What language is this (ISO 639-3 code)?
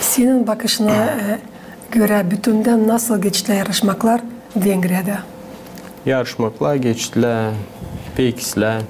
gag